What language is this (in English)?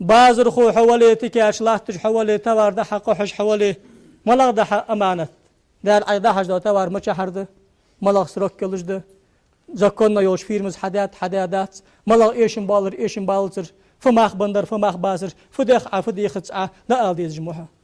Ingush